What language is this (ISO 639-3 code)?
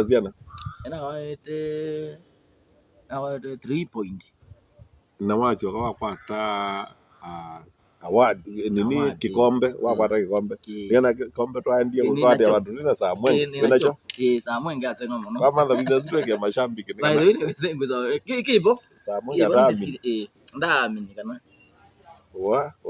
kam